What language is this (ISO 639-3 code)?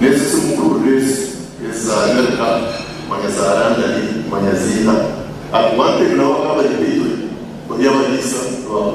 nyn